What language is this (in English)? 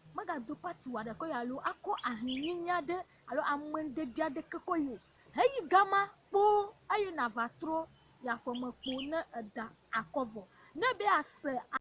Ewe